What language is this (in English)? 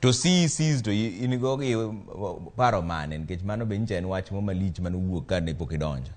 Luo (Kenya and Tanzania)